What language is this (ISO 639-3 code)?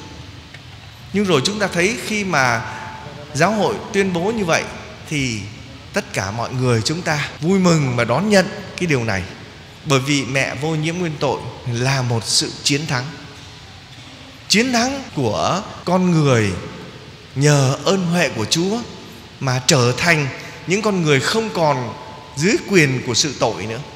vie